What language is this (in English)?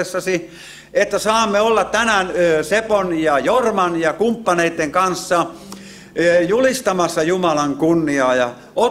Finnish